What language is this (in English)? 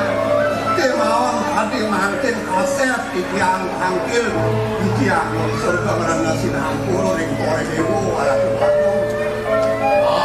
Balinese